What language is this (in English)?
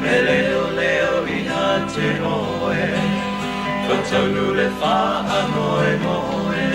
Samoan